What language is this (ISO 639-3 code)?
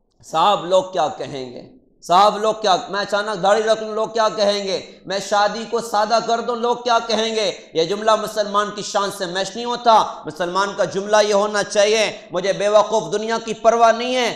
urd